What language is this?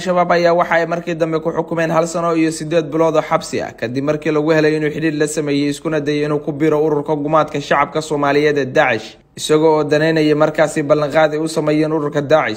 Somali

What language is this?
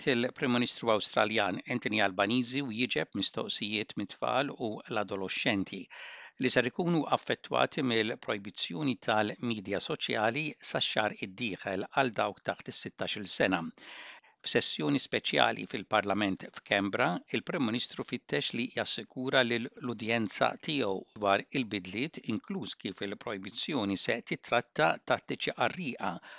Maltese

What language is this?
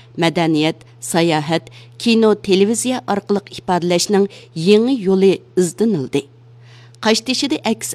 Uyghur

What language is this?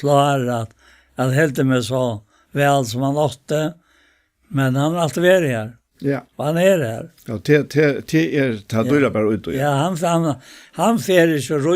Faroese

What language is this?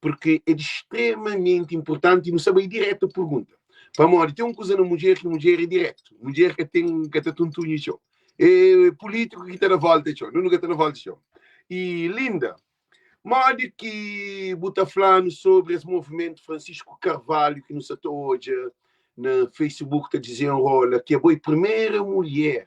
Kabuverdianu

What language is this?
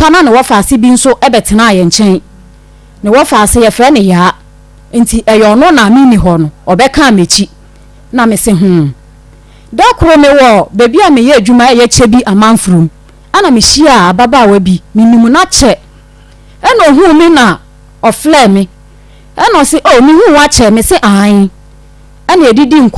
Akan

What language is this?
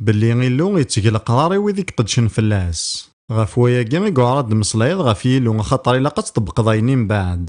Kabyle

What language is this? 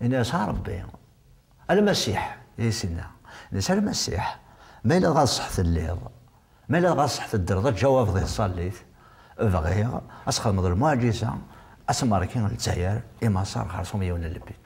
Kabyle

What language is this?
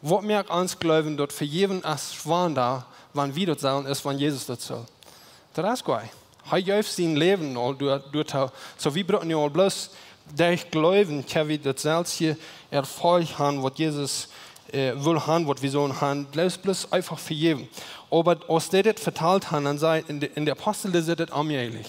Plautdietsch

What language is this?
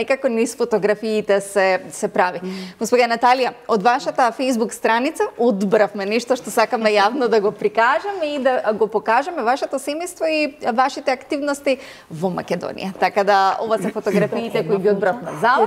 Macedonian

